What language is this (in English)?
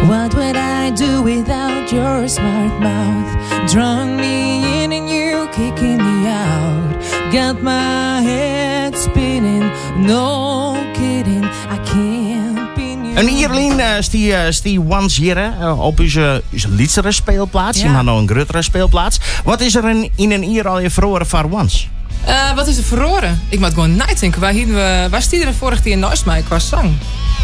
Western Frisian